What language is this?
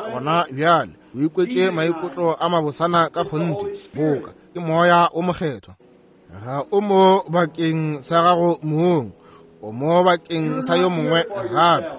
Northern Sotho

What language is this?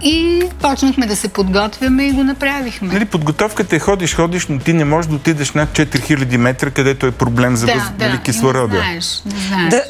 Bulgarian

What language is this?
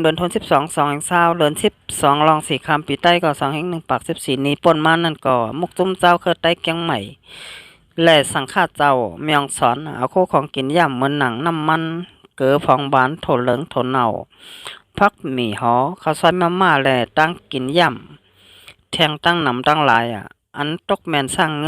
Shan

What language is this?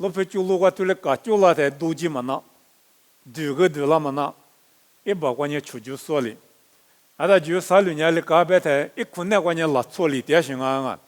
Lisu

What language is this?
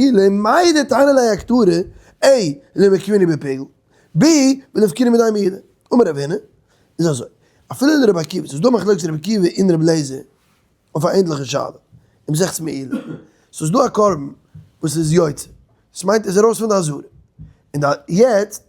Yiddish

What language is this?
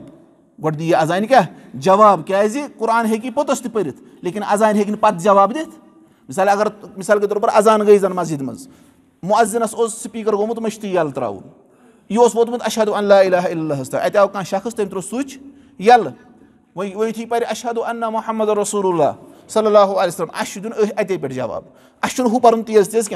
Kashmiri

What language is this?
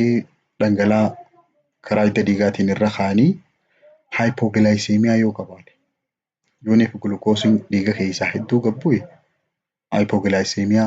Oromo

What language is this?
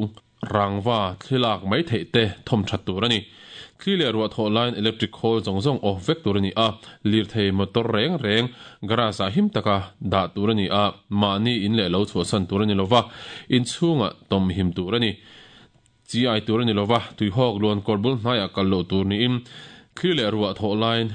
Mizo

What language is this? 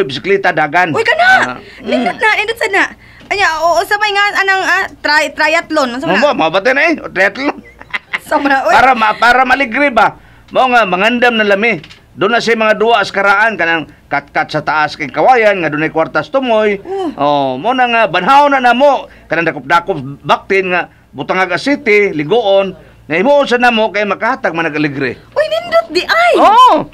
Cebuano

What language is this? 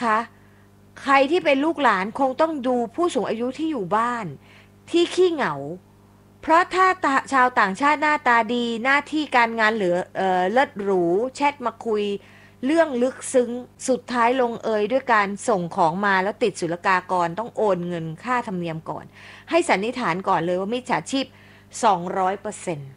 Thai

